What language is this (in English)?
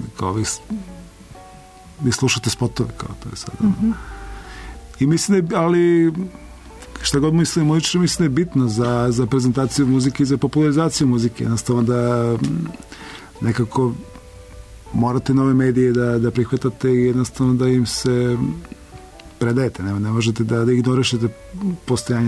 Serbian